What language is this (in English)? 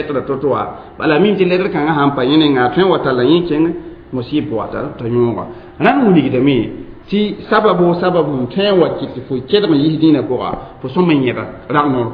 Mossi